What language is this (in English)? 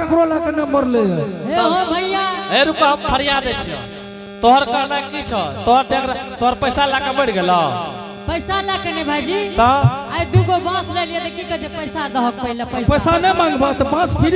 Angika